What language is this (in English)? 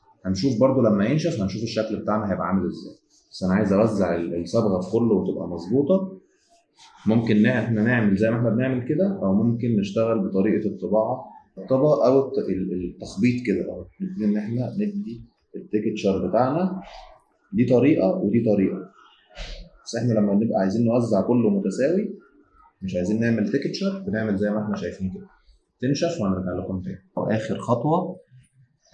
Egyptian Arabic